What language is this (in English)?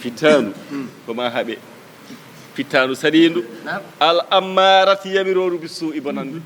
Fula